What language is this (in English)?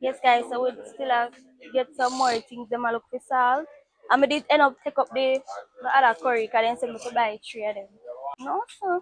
Jamaican Creole English